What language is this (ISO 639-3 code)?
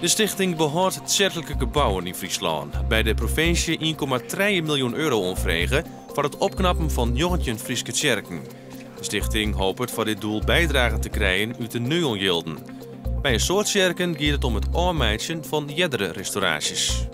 fry